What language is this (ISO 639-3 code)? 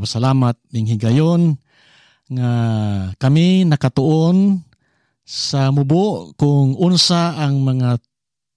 ceb